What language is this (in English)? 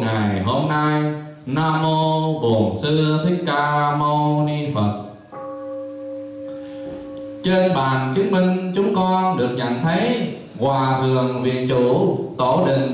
Vietnamese